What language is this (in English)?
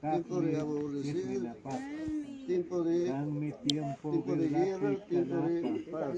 Ayacucho Quechua